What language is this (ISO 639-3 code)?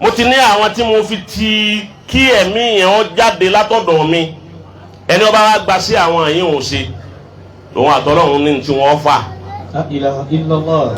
yor